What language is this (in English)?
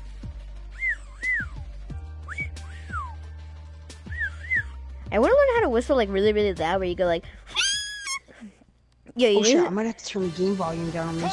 English